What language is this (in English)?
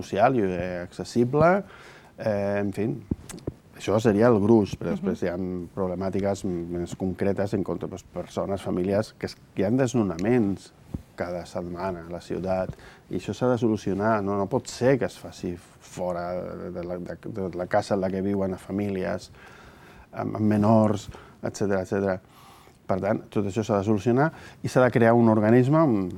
Catalan